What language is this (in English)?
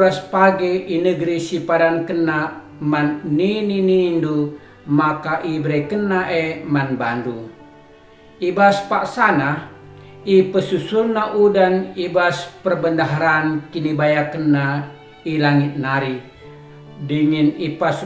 Batak Karo